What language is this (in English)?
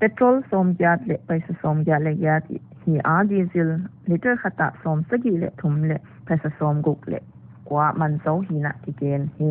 Paite Chin